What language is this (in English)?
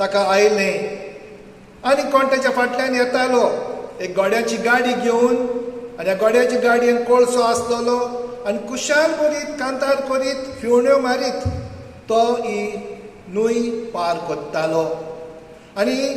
Konkani